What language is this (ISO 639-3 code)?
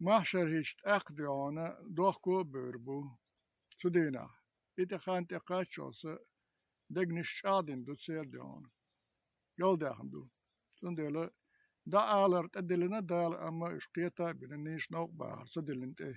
che